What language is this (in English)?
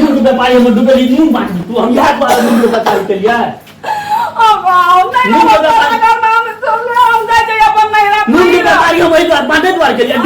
Maithili